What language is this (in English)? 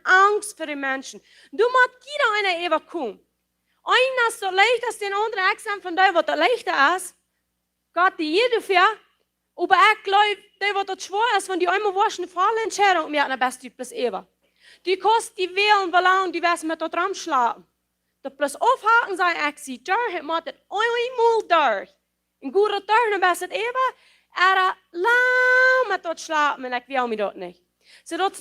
Plautdietsch